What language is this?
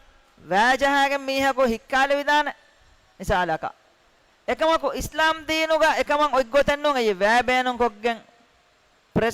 Divehi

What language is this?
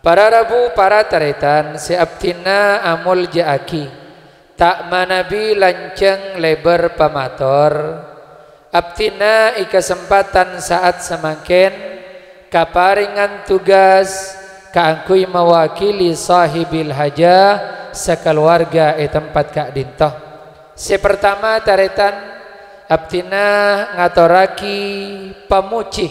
Madurese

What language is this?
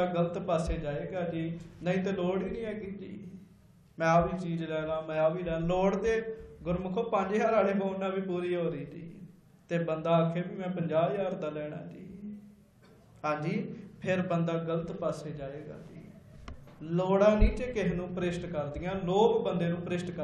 Punjabi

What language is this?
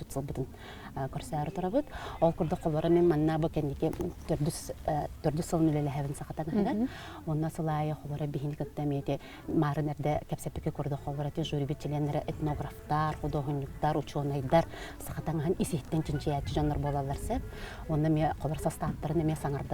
Yakut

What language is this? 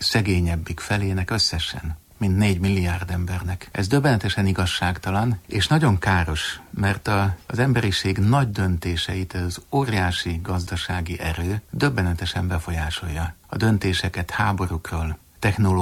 Hungarian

